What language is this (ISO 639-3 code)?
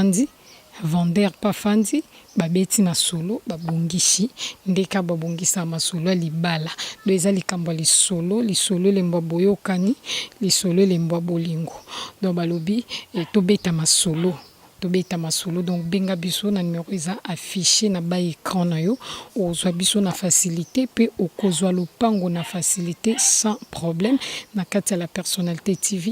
lin